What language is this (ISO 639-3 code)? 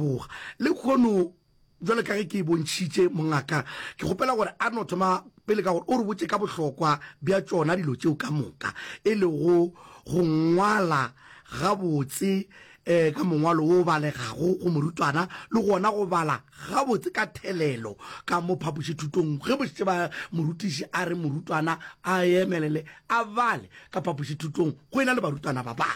nso